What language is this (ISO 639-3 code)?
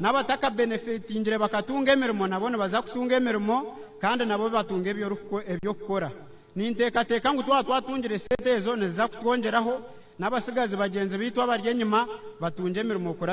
nyn